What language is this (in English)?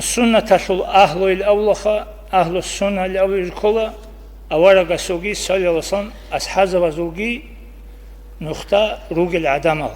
Avaric